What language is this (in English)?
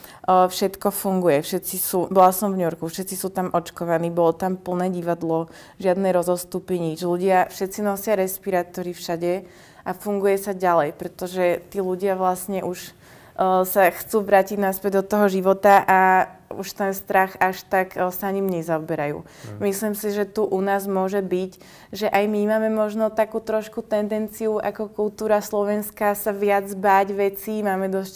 Slovak